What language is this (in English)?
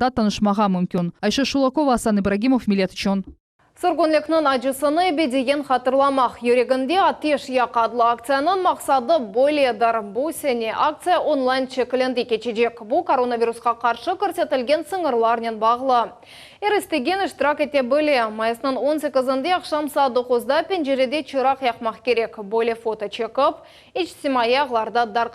Crimean Tatar